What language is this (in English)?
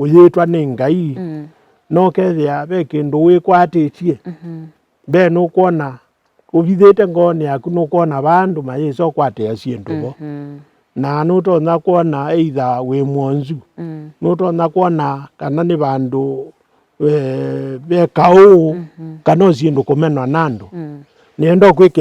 Kamba